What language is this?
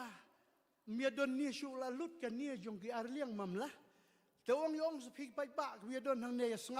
Khasi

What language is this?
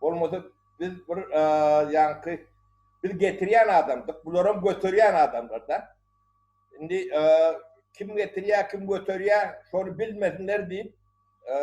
Turkmen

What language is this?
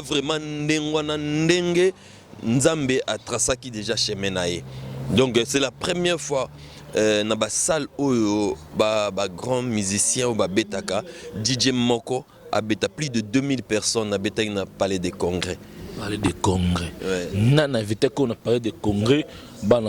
Lingala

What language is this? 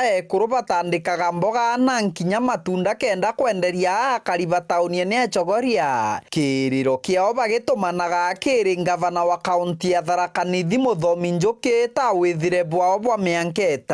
Meru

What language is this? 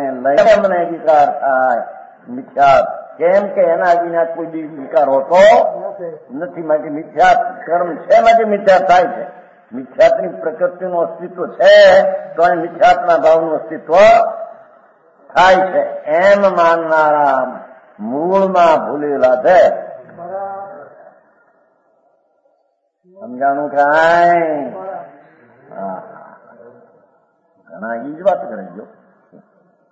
Gujarati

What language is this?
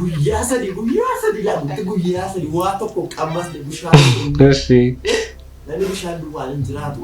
Oromo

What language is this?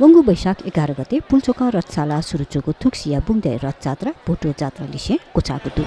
Newari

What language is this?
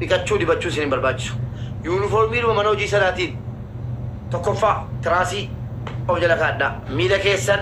Oromo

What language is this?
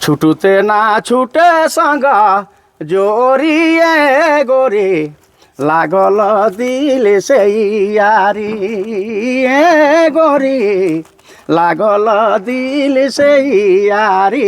Sadri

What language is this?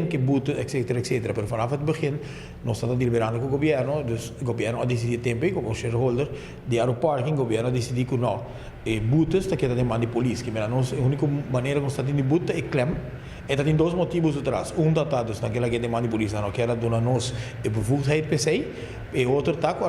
Papiamento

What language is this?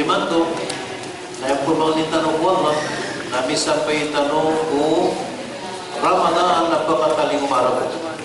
Maranao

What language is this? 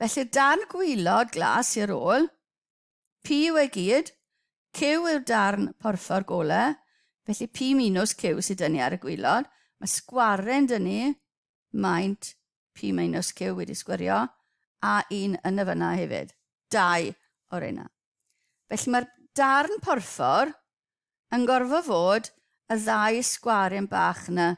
Welsh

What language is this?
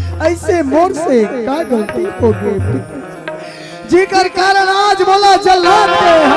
Chhattisgarhi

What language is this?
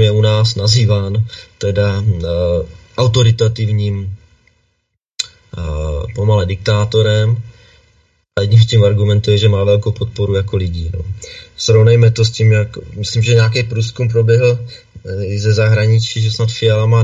Czech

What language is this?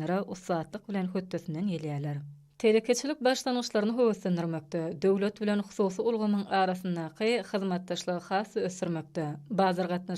Turkmen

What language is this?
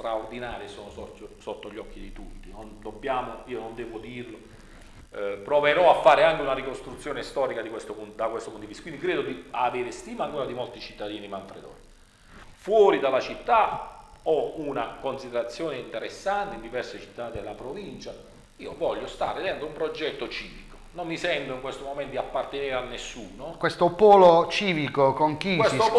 Italian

